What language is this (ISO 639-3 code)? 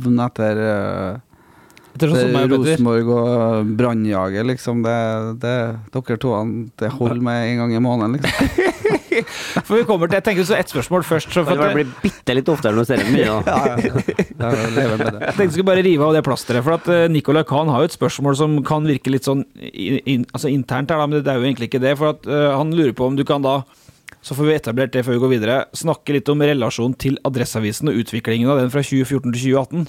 nor